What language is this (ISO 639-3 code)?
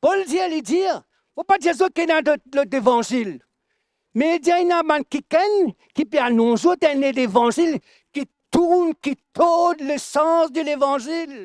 mfe